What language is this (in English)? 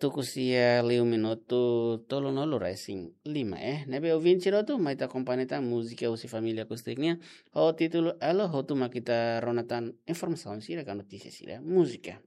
Tetum